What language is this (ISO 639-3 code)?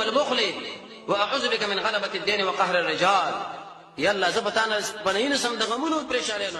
pus